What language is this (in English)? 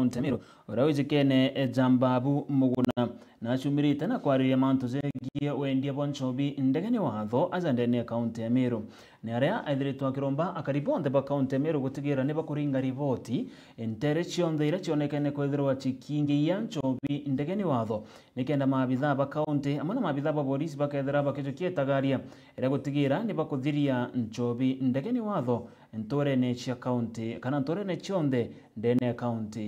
Meru